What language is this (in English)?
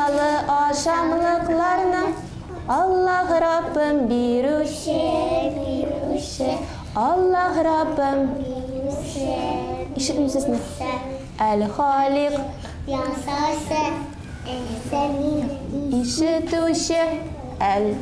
Tatar